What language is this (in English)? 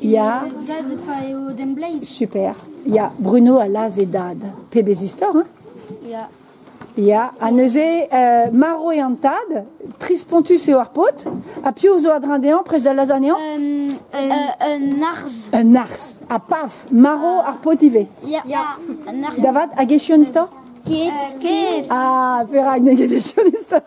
Breton